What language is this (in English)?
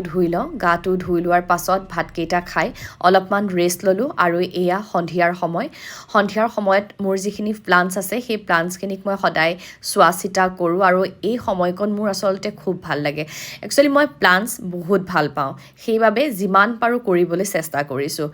Assamese